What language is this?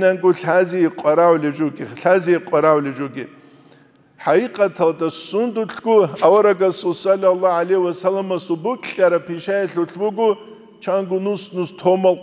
Avaric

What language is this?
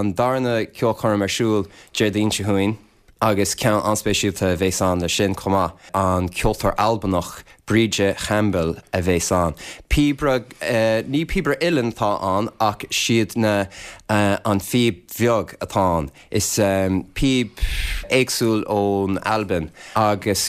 Irish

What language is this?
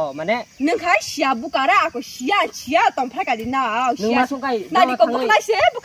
Kok Borok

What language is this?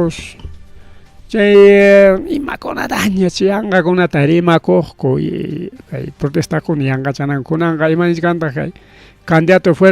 Ayacucho Quechua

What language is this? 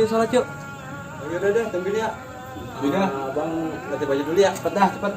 Betawi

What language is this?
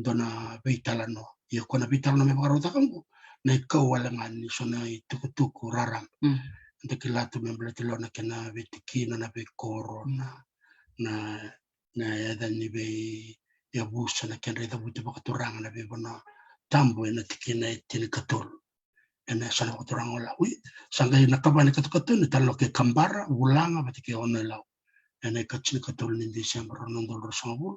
Fijian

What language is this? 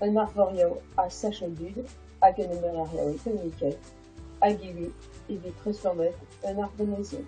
Breton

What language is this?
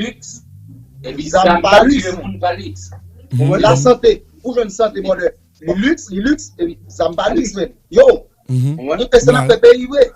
Haitian Creole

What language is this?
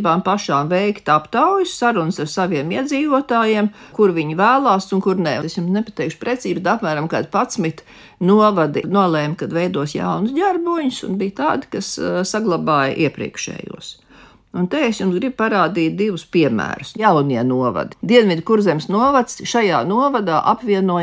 Latvian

